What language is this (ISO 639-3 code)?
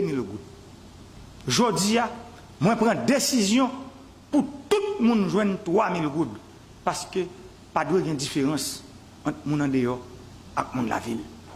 hat